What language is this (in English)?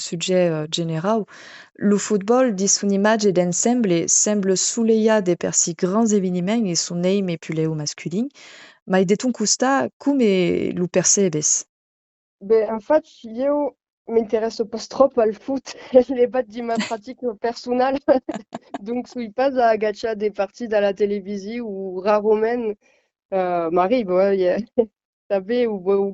Occitan